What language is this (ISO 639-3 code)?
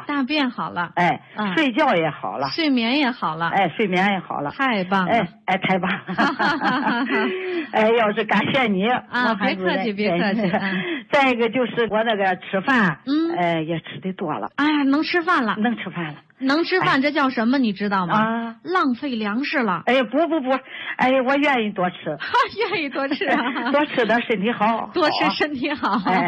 zho